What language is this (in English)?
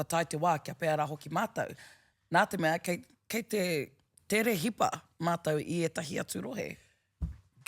Māori